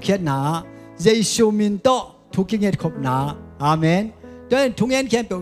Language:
Tedim Chin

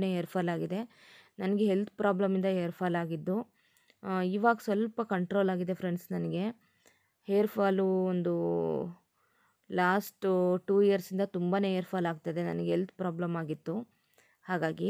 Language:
Kannada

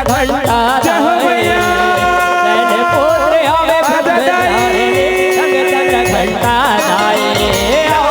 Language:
Chhattisgarhi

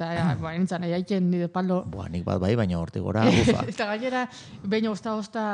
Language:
Basque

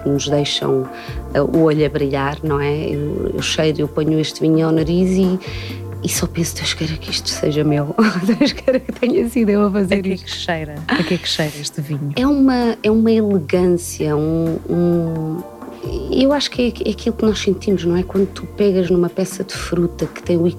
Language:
Portuguese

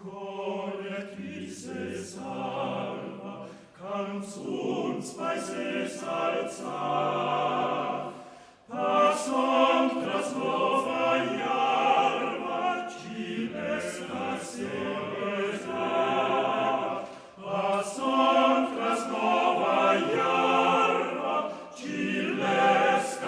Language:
Romansh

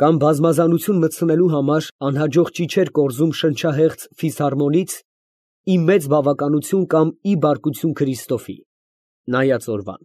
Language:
Armenian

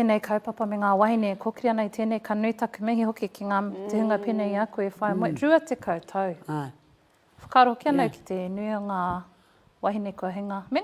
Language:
Māori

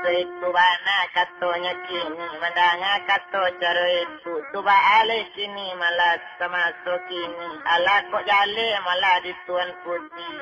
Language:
Minangkabau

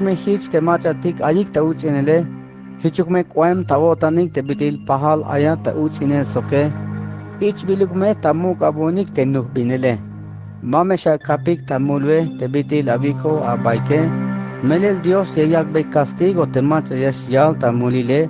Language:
Tzeltal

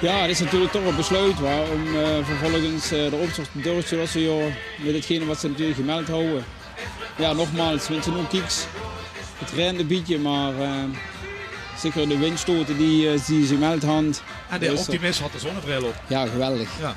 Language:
Limburgish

